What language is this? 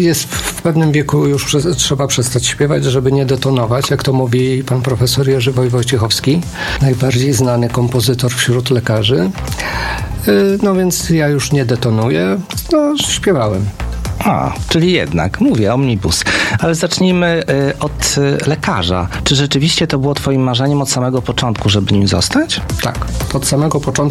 Polish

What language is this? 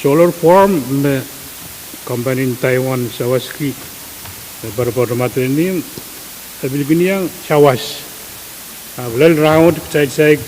Pohnpeian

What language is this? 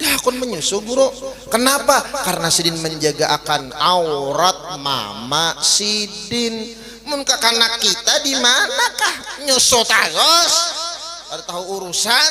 Banjar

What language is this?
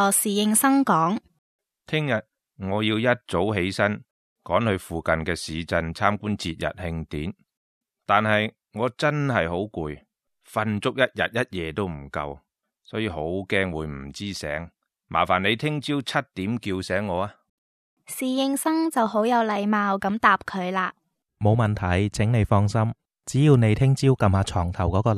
Cantonese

